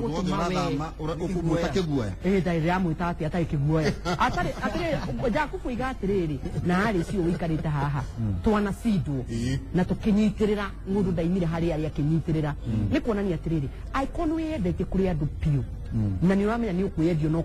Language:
Kikuyu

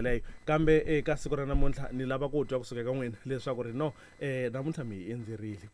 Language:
Tsonga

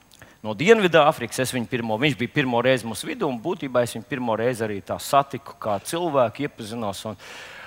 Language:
Latvian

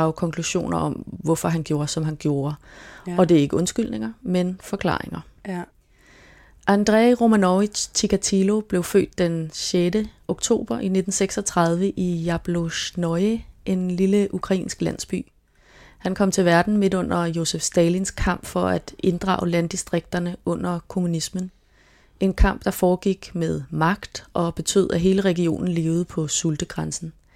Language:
Danish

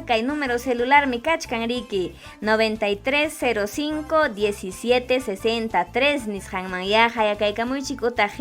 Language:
Ayacucho Quechua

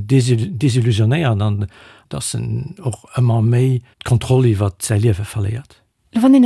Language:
Luxembourgish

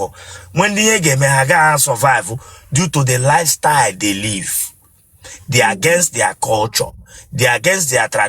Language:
Igbo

